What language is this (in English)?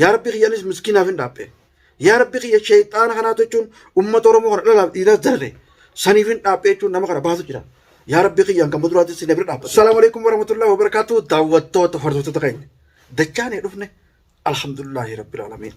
Oromo